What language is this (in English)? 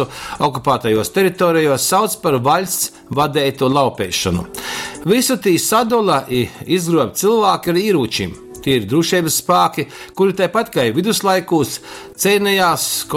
Latgalian